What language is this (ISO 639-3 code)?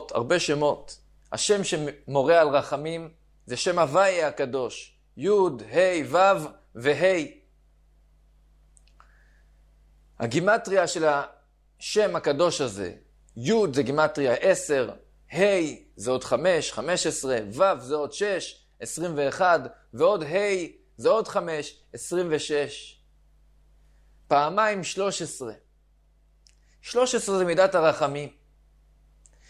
heb